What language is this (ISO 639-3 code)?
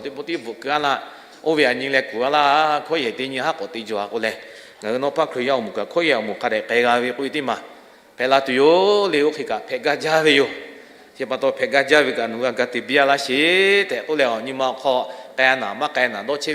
lhu